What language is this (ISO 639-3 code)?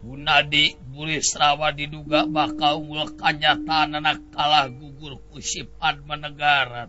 sun